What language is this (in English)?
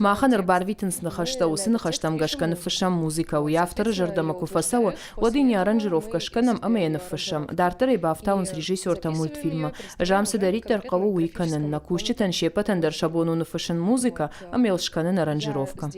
Ossetic